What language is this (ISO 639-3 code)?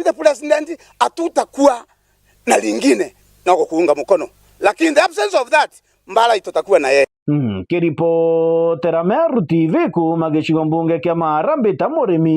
mer